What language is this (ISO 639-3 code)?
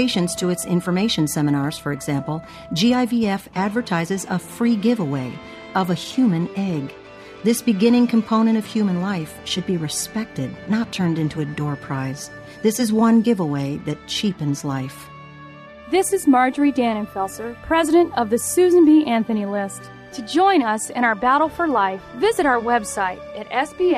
eng